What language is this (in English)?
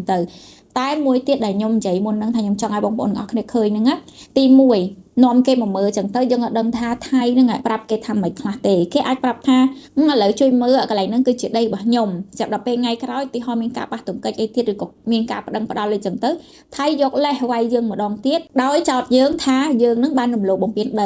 Khmer